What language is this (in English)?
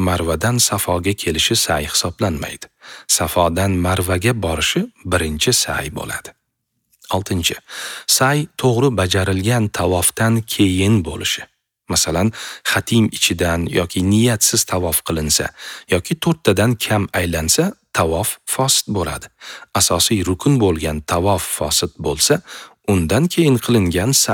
Uzbek